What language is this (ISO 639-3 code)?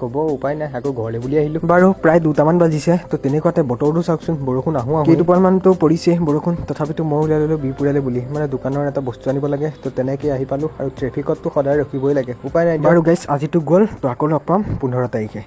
asm